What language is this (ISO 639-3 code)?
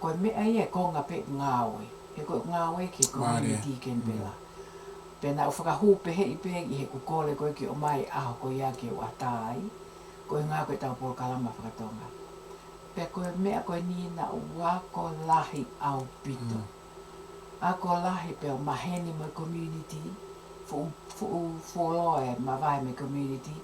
ton